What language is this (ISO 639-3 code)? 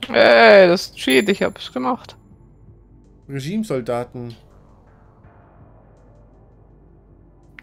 deu